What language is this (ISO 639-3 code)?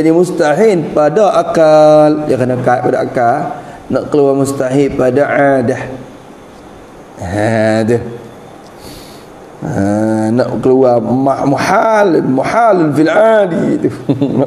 msa